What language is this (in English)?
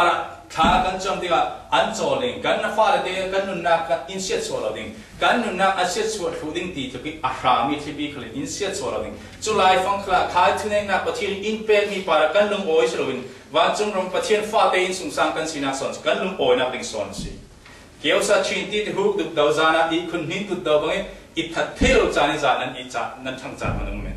Falam Chin